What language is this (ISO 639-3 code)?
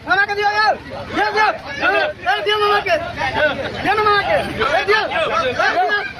mai